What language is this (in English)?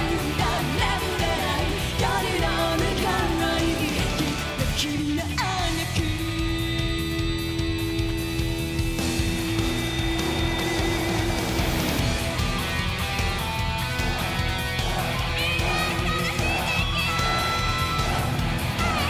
Japanese